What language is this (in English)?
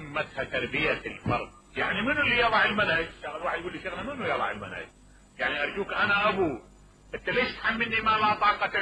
Mesopotamian Arabic